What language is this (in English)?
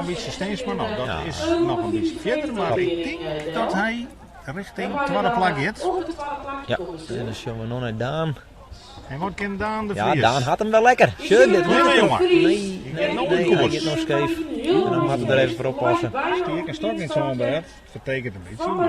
Western Frisian